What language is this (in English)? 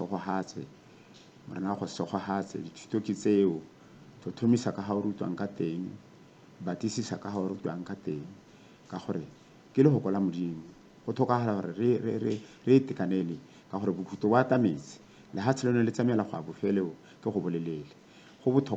Tswana